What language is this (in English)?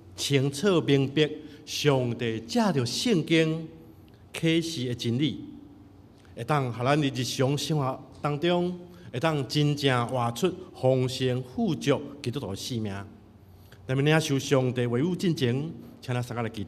Min Nan Chinese